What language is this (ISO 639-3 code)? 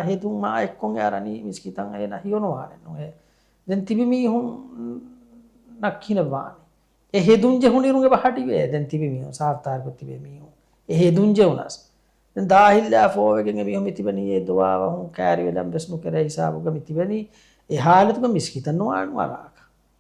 div